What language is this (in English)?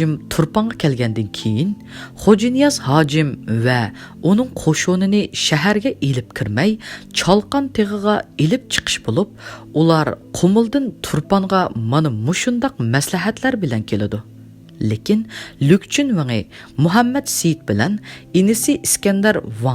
Uyghur